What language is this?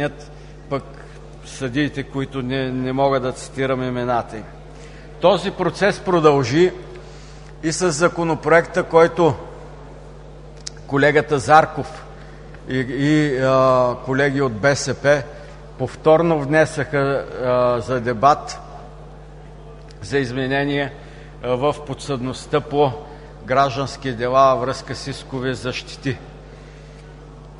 Bulgarian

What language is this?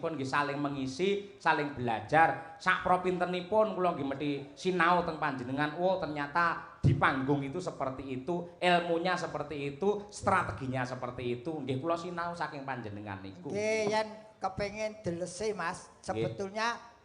Javanese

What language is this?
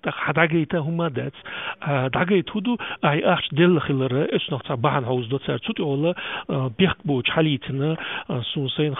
Chechen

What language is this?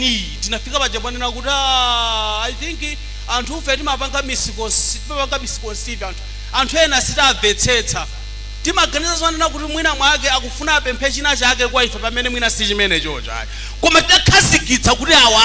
Nyanja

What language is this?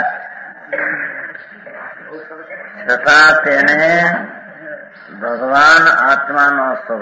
Gujarati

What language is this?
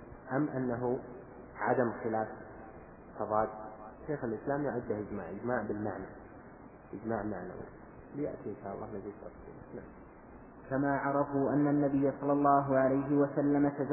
Arabic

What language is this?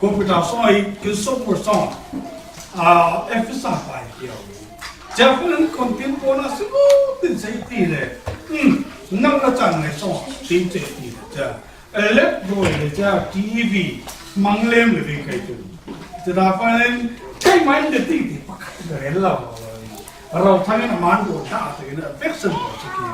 Falam Chin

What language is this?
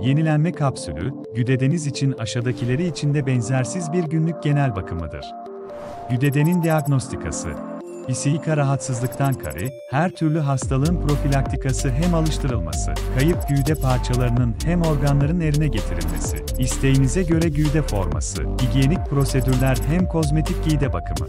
Gagauz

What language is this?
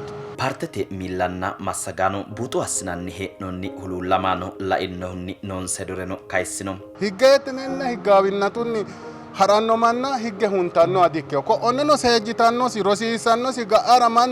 Sidamo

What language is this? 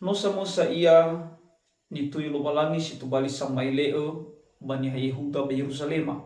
Nias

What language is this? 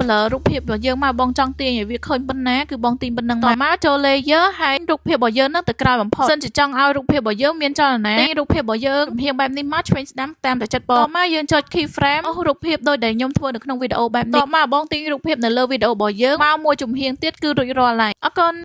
Khmer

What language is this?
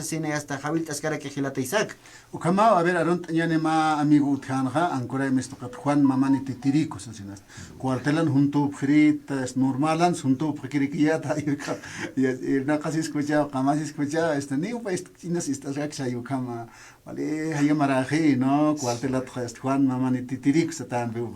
Aymara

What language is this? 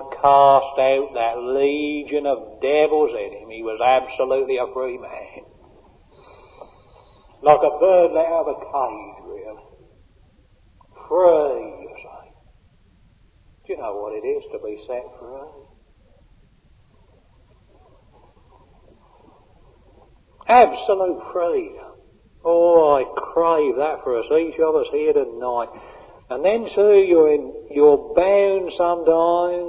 English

